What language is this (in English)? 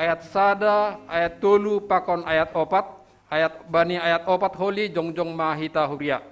Batak Simalungun